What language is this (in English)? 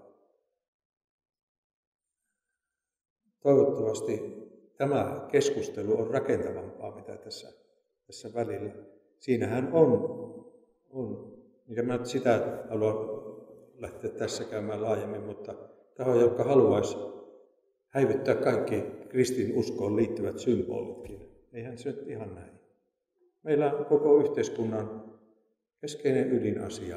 Finnish